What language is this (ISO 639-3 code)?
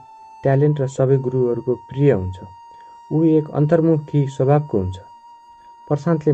nep